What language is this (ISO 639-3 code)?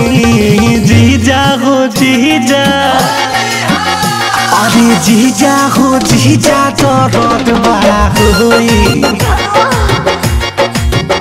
bho